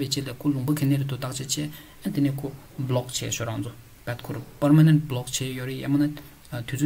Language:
Tibetan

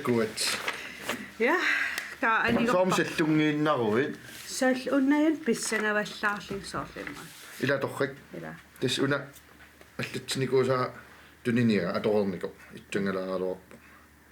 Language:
Kalaallisut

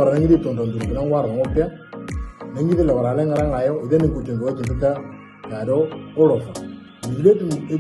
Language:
Moro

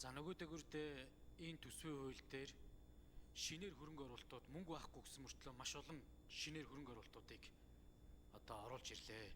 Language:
Mongolian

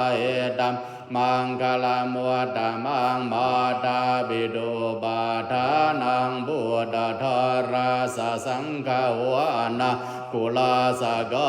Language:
Pali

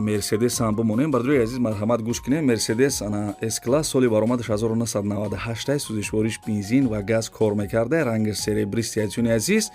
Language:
Tajik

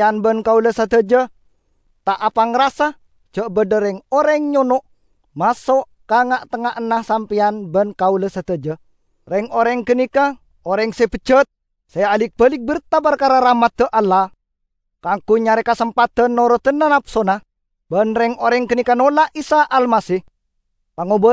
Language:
Madurese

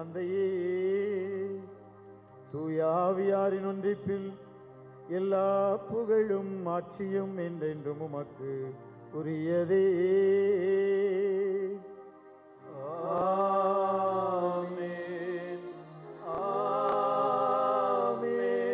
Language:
Tamil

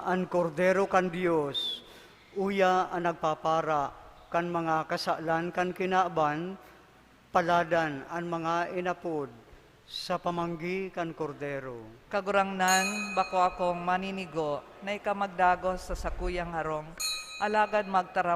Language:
Bikol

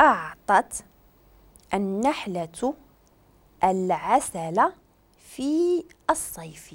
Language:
Moroccan Arabic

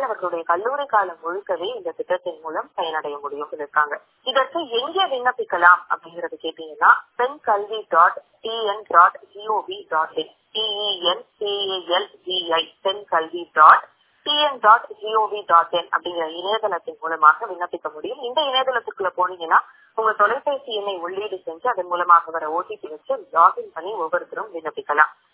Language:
Tamil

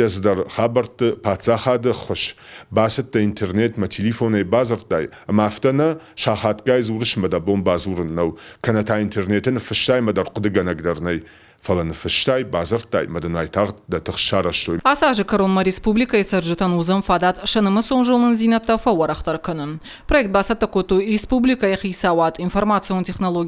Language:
Ossetic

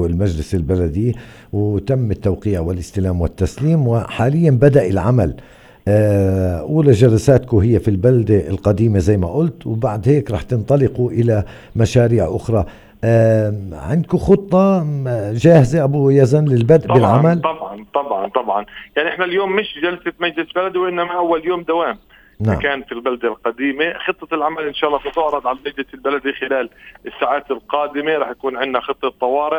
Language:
North Levantine Arabic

